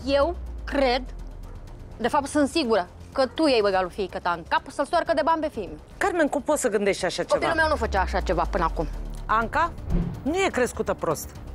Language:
Romanian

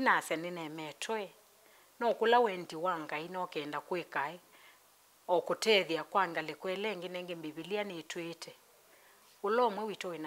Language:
Kamba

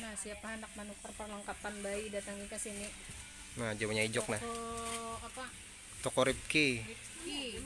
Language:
Banjar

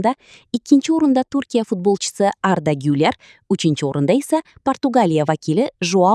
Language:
Uzbek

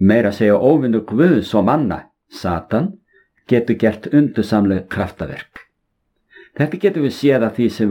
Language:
Icelandic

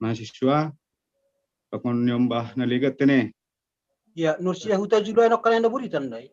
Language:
Batak Simalungun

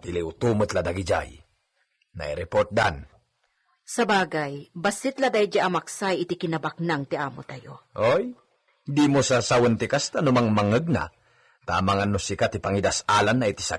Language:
Iloko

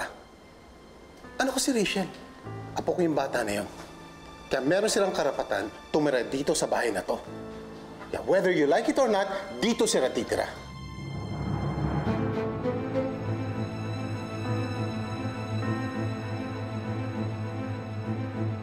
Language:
Filipino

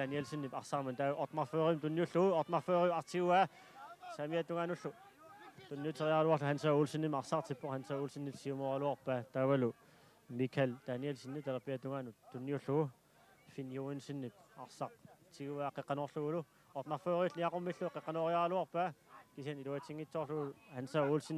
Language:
Kalaallisut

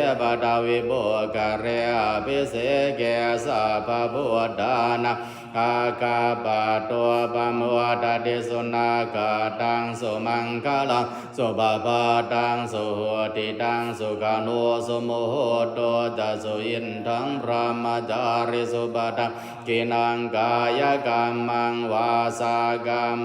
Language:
Pali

